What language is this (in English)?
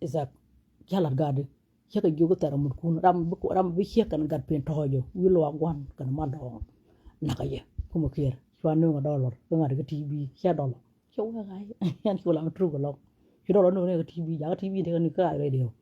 Nuer